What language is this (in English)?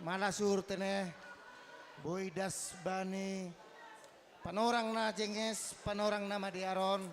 Batak Simalungun